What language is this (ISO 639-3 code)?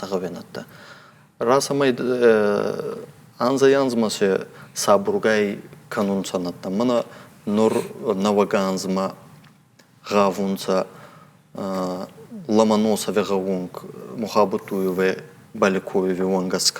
oss